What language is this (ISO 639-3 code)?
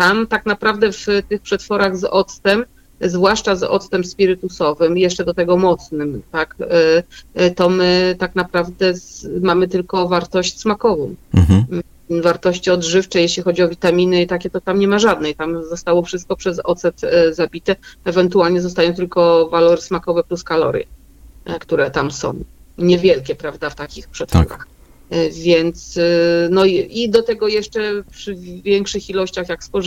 pol